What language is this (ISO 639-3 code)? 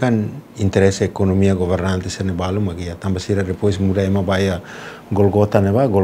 tet